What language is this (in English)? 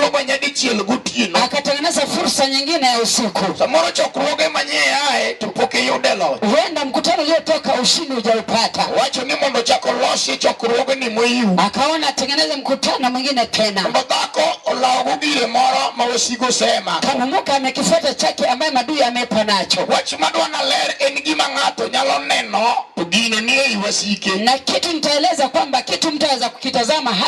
Luo (Kenya and Tanzania)